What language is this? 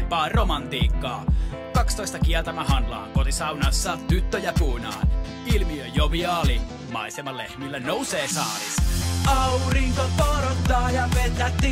Finnish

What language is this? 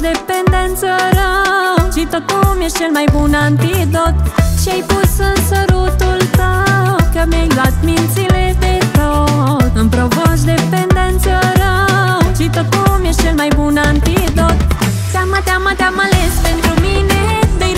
Romanian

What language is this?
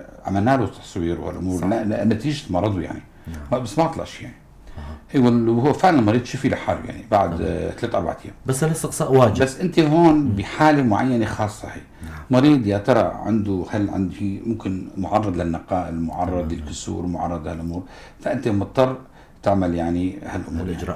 North Levantine Arabic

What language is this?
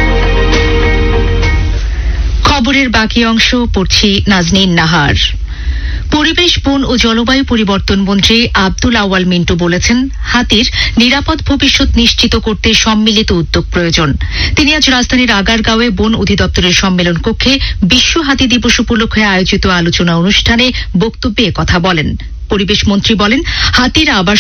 Bangla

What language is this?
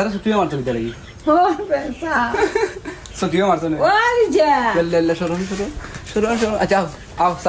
Sylheti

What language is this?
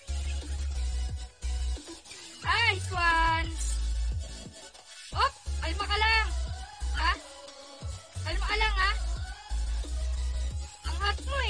Filipino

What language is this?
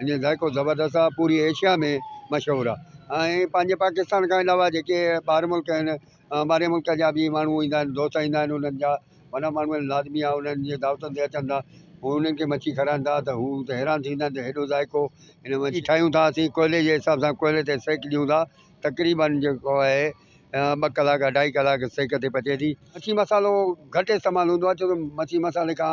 Sindhi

